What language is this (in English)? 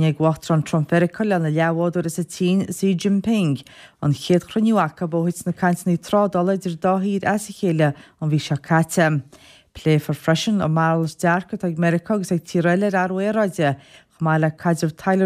Irish